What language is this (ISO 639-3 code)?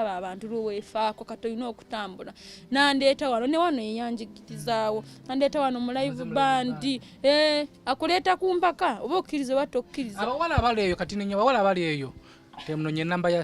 lug